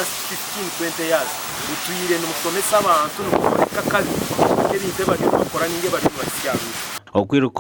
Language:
Nyankole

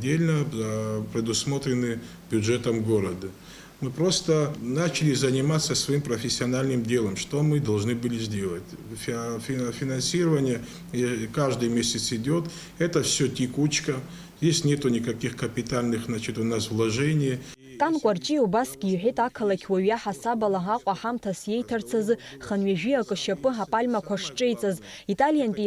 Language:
Abkhazian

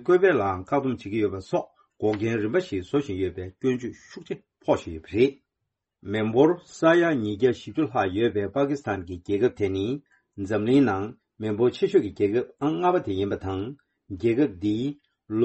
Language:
Tibetan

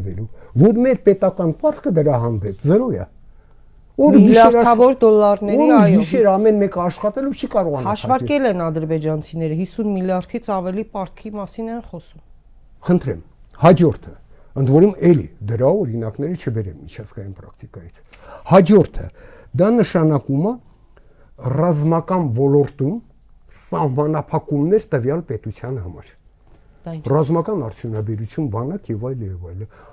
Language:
Armenian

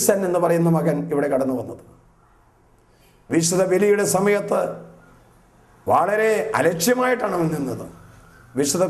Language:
Malayalam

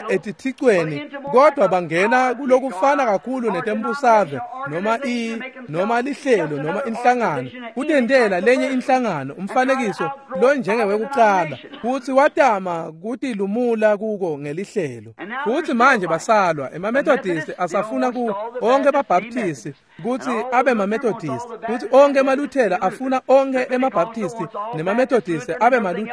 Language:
Swati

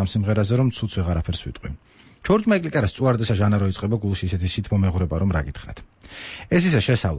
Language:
Georgian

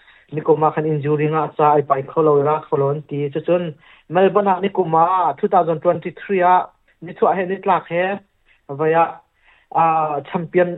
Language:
Hakha Chin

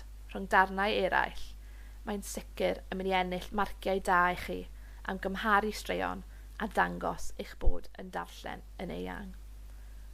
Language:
Welsh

